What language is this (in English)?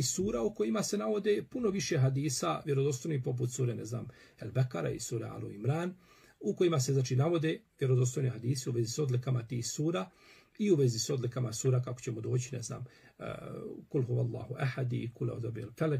Bosnian